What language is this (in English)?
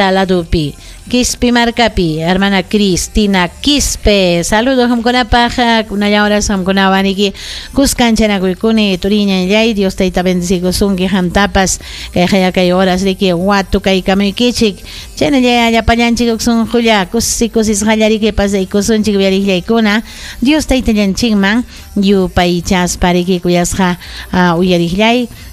Ayacucho Quechua